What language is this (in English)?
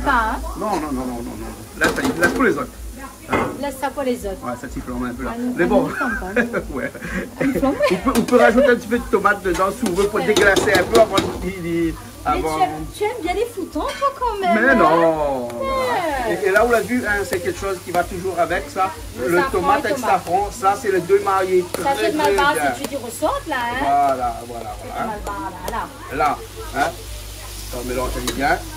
Réunion Creole French